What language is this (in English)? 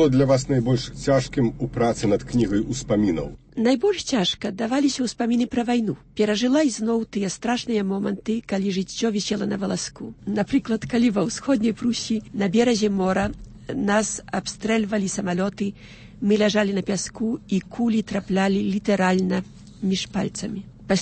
Belarusian